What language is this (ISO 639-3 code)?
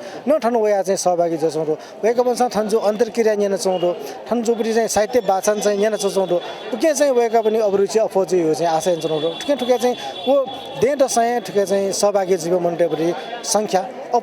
new